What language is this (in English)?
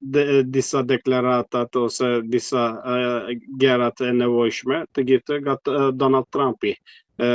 Albanian